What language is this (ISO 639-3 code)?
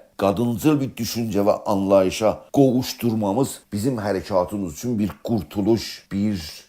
azb